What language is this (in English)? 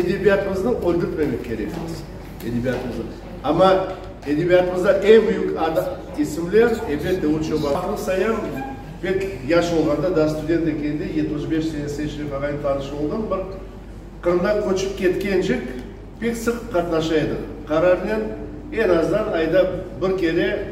Crimean Tatar